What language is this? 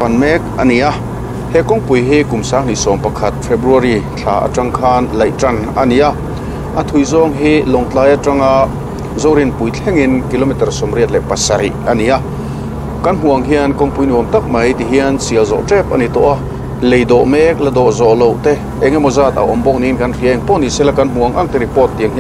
Mizo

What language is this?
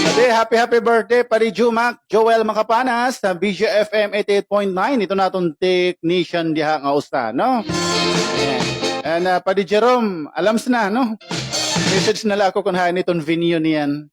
Waray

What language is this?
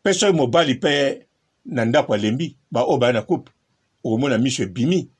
Lingala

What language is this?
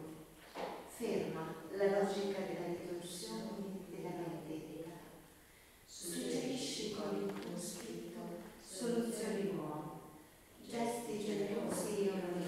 Italian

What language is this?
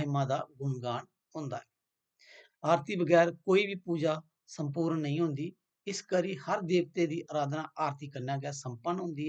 Dogri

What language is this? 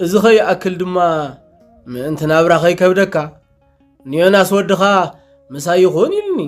Tigrinya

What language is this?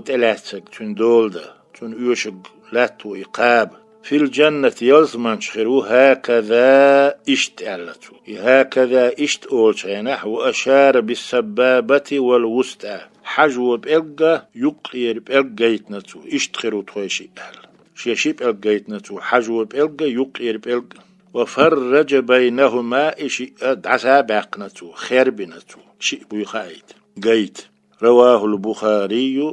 Chechen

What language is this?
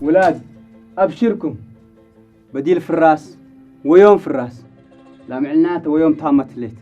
Tigre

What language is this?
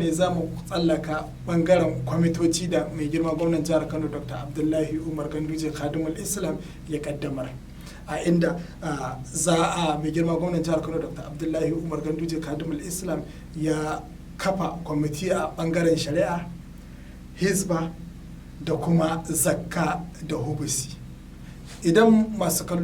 Hausa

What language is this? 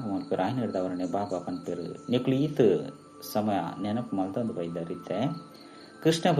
Tulu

